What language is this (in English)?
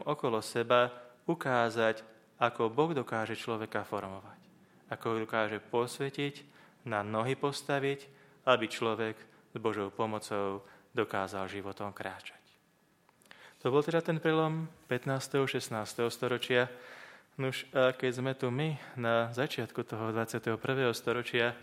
Slovak